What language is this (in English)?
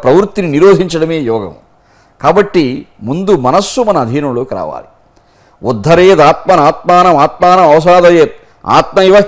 Telugu